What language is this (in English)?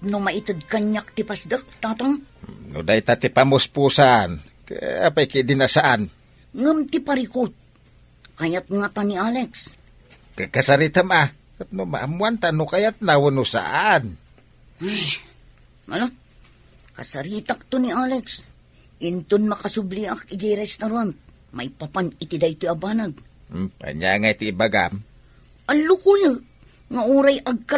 Iloko